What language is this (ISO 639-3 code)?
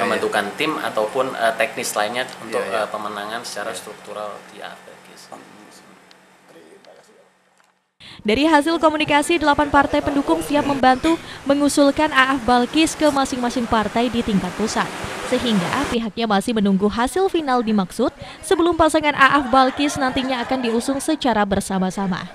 ind